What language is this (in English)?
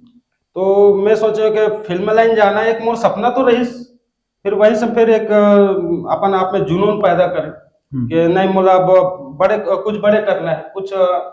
Chhattisgarhi